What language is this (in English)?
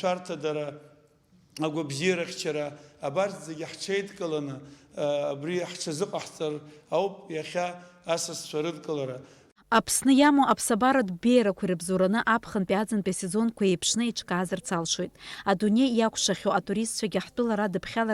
Abkhazian